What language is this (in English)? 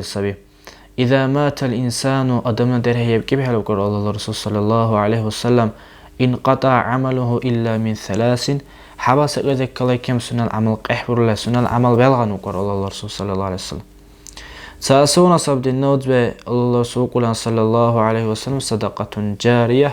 Dargwa